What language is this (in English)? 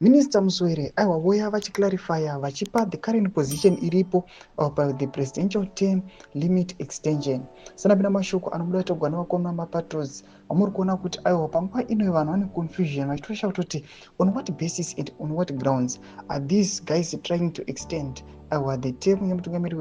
Shona